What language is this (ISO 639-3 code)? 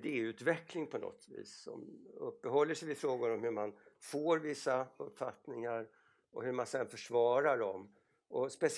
swe